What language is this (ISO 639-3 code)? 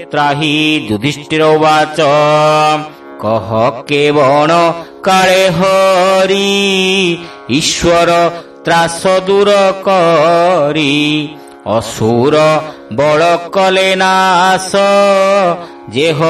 ori